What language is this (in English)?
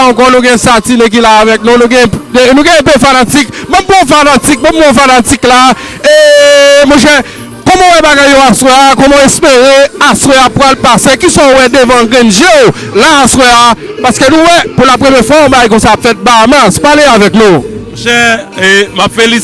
Haitian Creole